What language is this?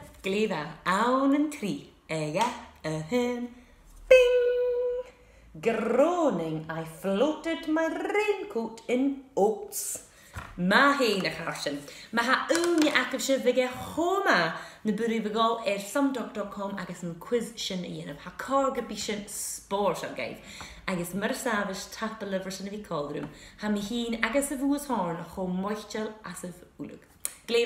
Scottish Gaelic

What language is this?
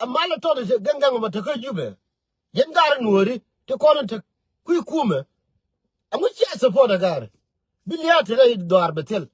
Nuer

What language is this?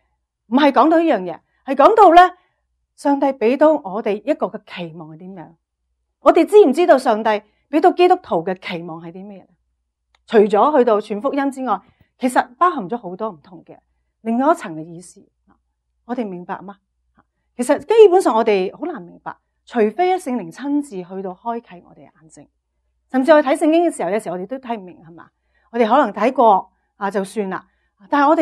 Cantonese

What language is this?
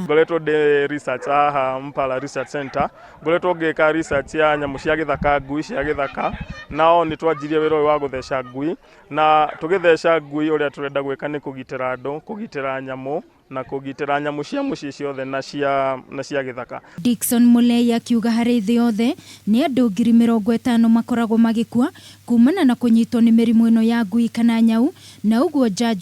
Kikuyu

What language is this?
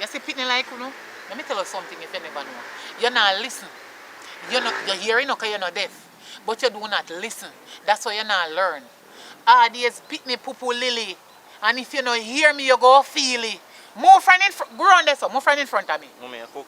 Jamaican Creole English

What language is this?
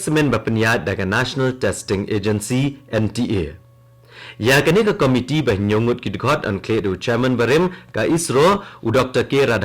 Khasi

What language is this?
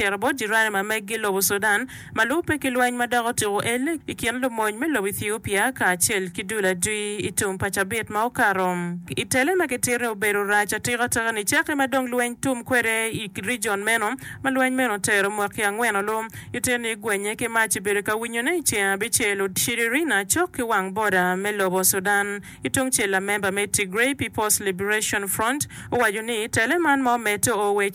Acoli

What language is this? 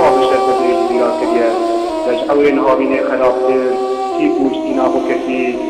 Kurdish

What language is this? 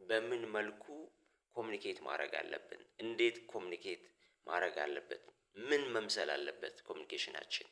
Amharic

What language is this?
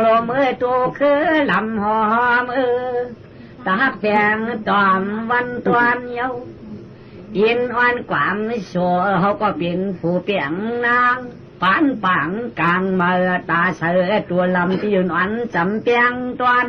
Shan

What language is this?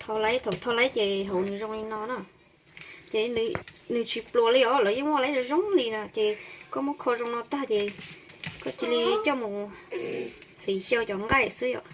Hmong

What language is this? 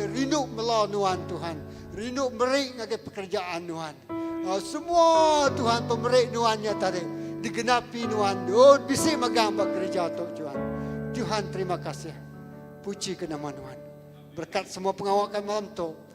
Iban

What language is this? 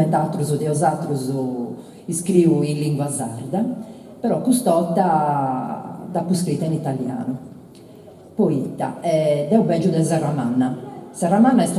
Sardinian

